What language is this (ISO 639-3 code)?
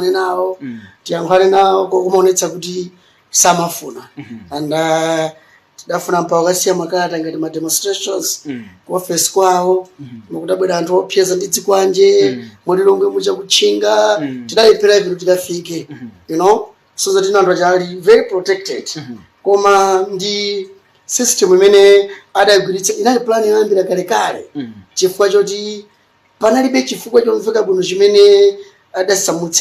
nya